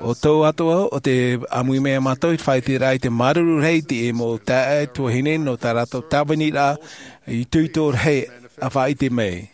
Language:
Tahitian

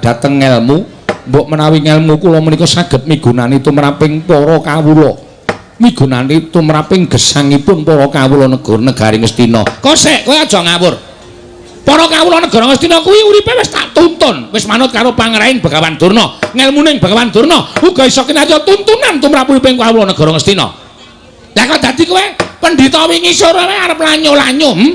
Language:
Javanese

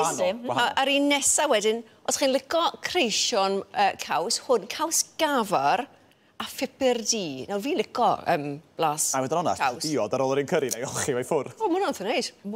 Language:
Welsh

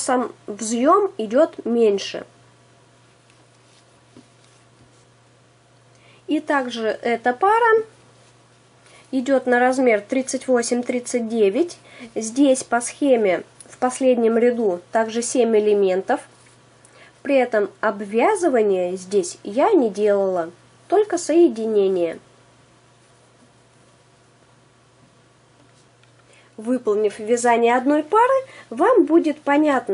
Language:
Russian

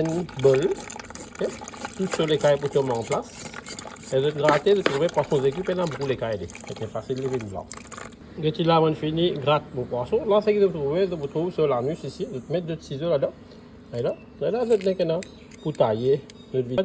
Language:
Morisyen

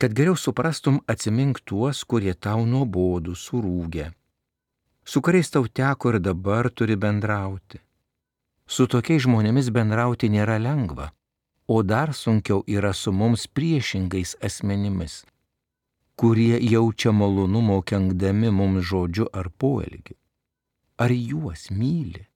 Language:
Lithuanian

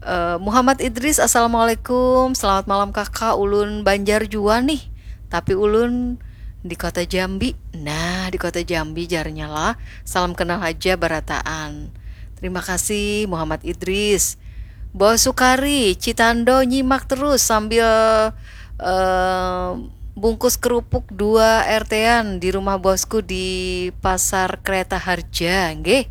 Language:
Banjar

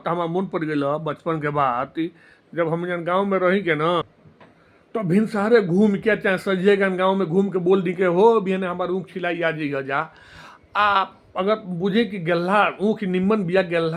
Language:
Bhojpuri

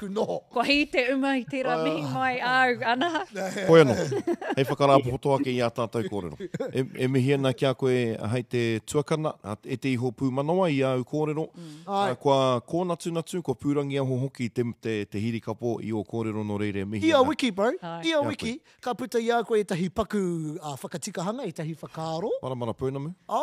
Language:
Māori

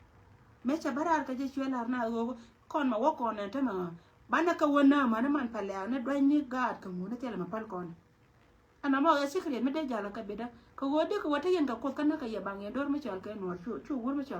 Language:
Nuer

